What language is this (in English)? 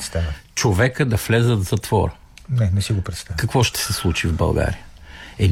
Bulgarian